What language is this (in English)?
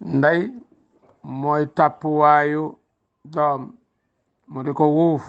Wolof